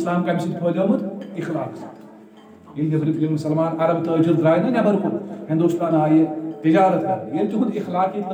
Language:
Kashmiri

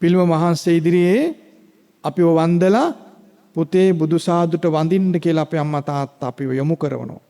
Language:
Sinhala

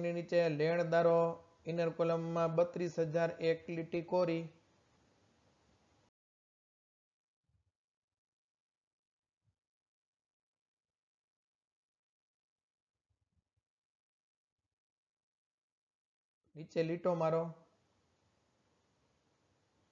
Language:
Gujarati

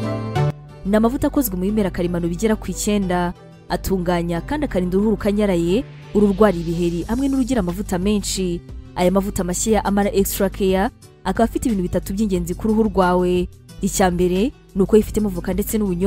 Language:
Kinyarwanda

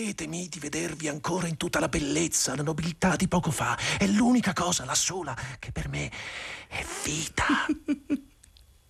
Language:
Italian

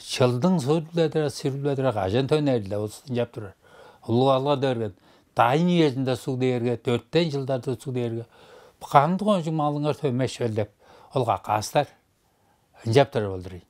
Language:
Tuvinian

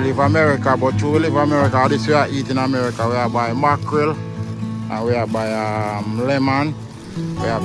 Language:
Jamaican Creole English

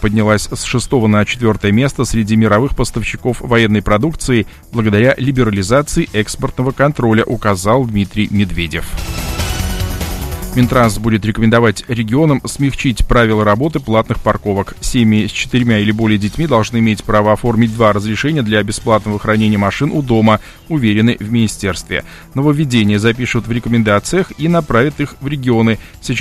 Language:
Russian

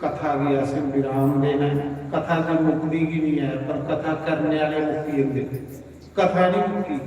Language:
Dogri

